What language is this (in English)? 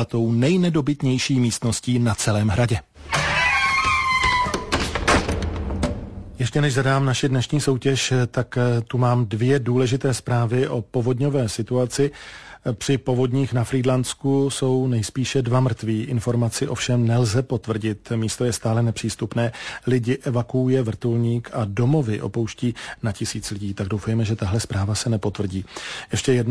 Czech